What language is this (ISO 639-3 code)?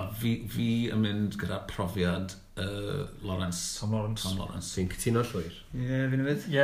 cym